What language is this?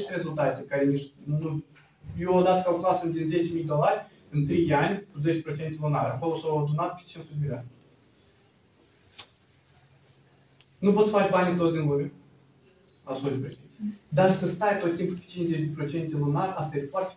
Romanian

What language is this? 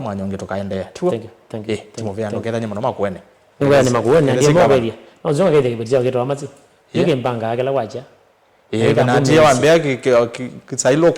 Kamba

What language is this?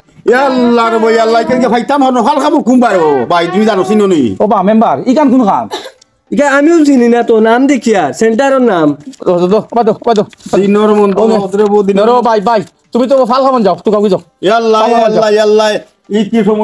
Sylheti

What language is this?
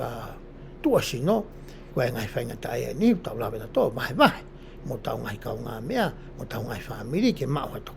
Tongan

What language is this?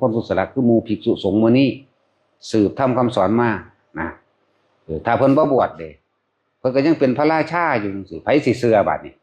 Northeastern Thai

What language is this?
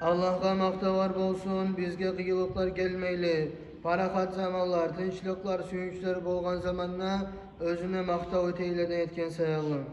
Kumyk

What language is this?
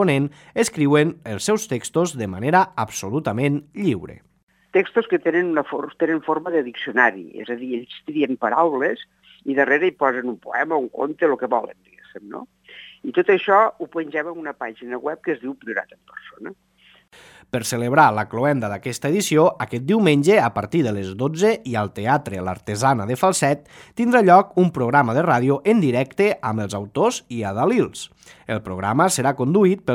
Catalan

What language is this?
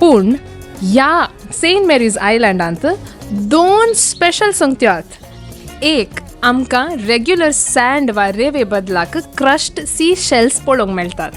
Konkani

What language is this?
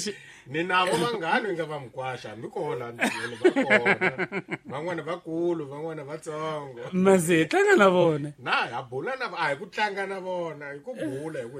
Tsonga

